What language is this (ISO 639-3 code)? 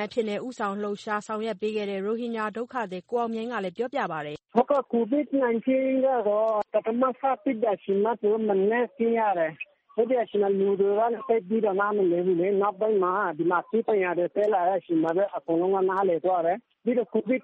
mya